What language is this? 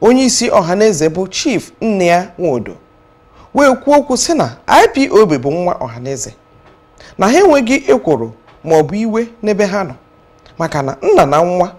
Igbo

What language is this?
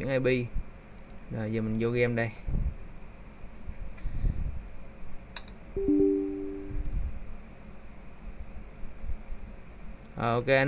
Vietnamese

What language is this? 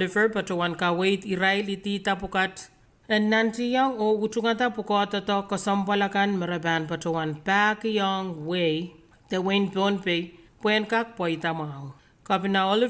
Pohnpeian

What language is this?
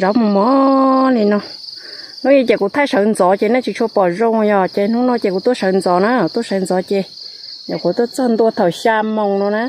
Hmong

